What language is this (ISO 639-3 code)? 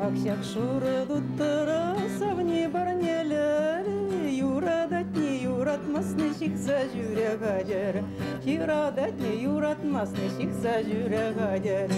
bak